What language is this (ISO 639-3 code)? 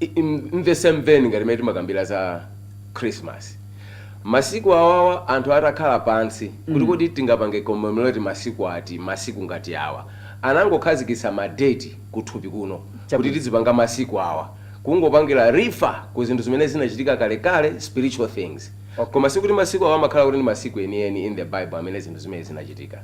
nya